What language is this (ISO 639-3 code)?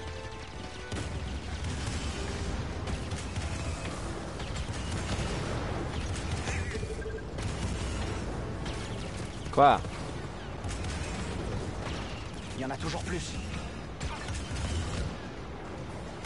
fra